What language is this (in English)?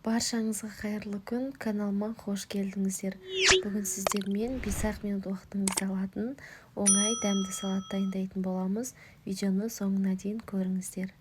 Kazakh